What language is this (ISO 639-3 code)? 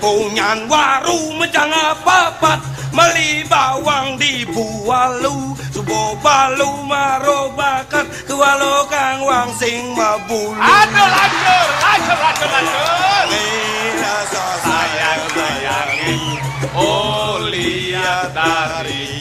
ban